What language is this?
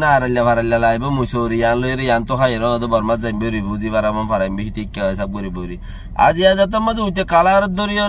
Rohingya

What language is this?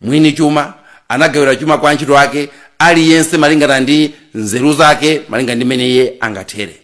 Nyanja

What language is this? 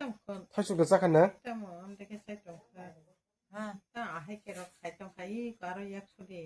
Kok Borok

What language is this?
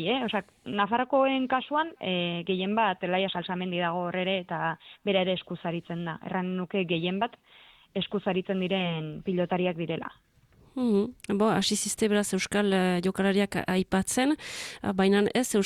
Basque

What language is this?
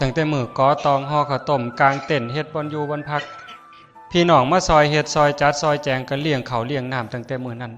Northeastern Thai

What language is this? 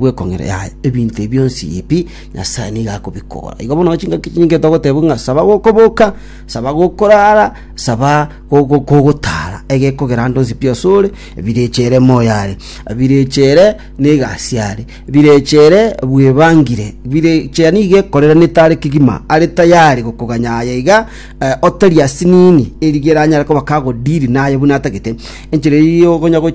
Gusii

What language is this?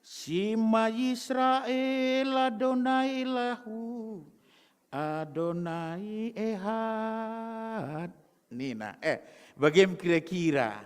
Batak Karo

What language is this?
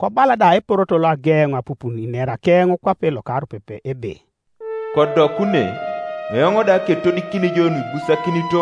Teso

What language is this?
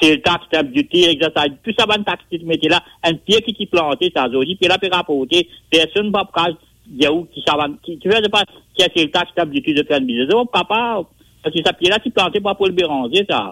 Morisyen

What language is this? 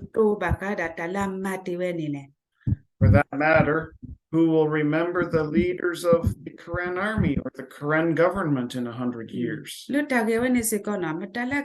S'gaw Karen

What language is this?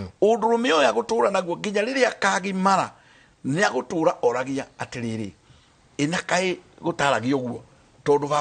Kikuyu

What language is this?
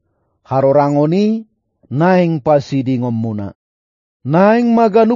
Batak Toba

